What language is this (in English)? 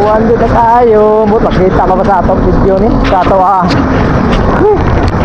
Cebuano